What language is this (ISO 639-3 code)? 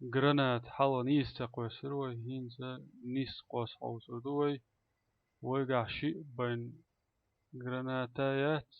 che